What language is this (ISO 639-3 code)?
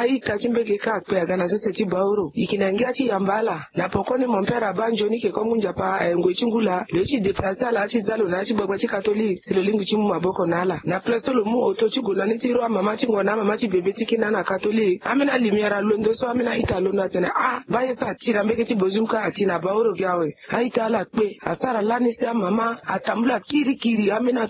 sag